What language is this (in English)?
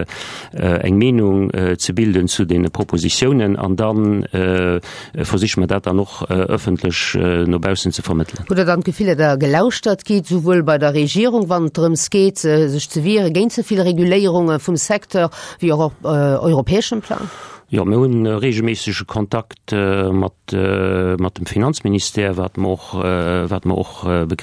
Luxembourgish